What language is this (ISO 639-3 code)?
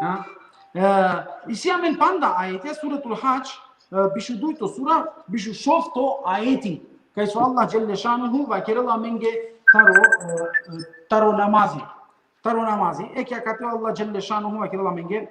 rmn